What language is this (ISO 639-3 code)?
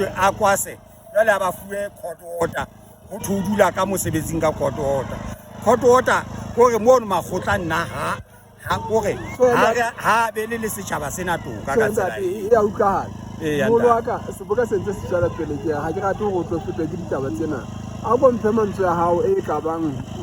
sot